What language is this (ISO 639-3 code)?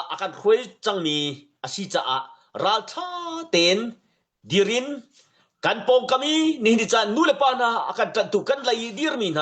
cnh